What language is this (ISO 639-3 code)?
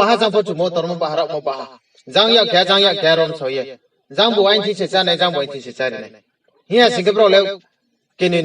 ria